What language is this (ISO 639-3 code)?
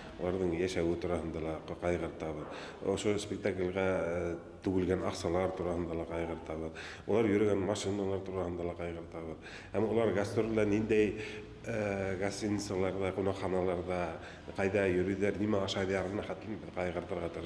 bak